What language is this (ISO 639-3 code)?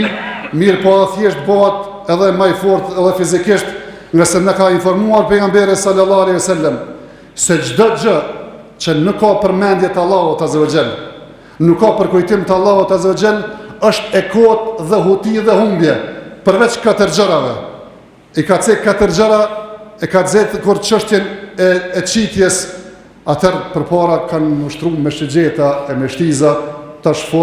sqi